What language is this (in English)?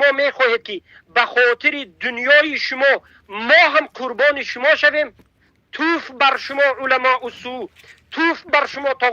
Tajik